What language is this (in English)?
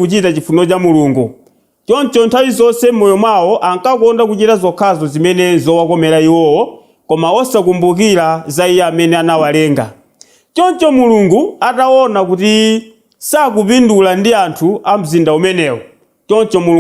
Nyanja